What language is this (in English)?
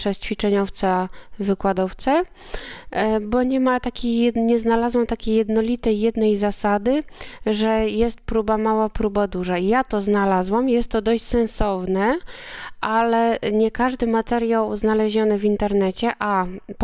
Polish